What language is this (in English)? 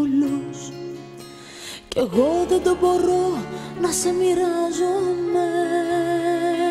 Greek